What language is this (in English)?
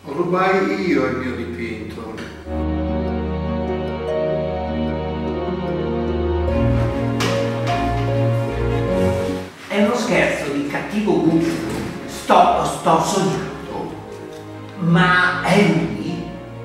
Italian